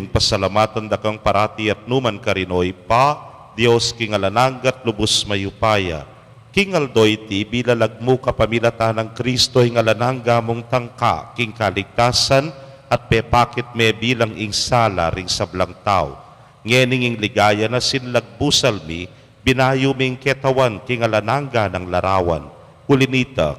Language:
Pampanga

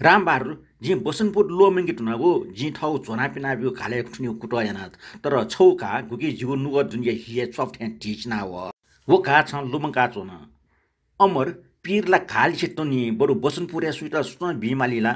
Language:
Newari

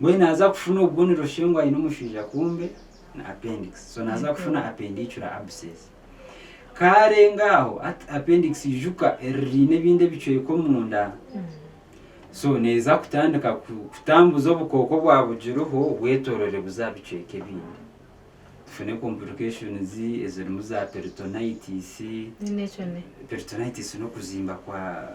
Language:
Nyankole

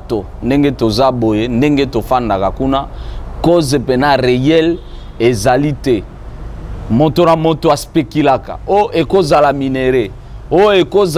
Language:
Lingala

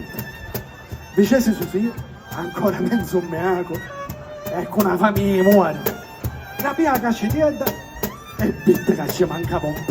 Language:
Sicilian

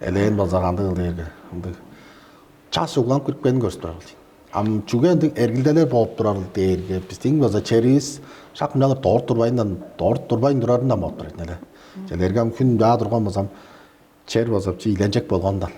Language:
Tuvinian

